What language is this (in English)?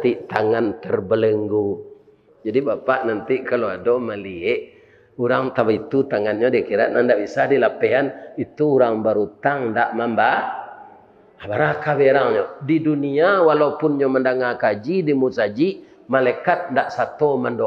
Minangkabau